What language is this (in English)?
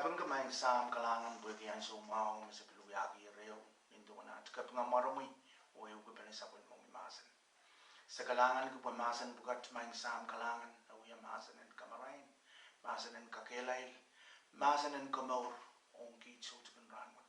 Pohnpeian